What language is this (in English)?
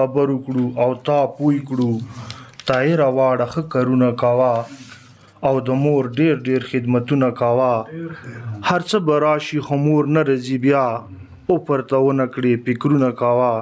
Pashto